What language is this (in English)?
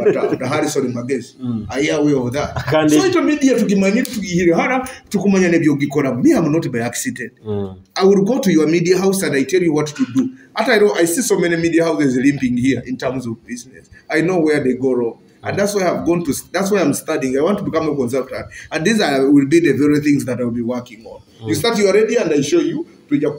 Nyoro